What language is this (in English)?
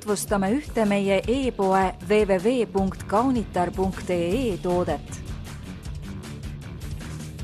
Estonian